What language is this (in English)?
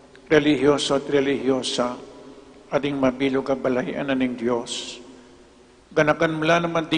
Pampanga